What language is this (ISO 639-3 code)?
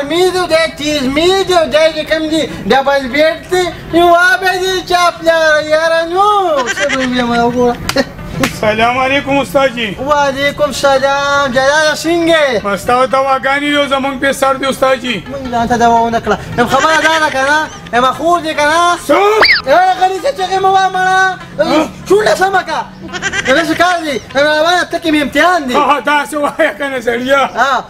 pus